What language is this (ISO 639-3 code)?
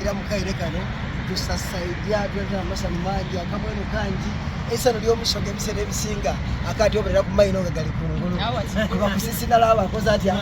xog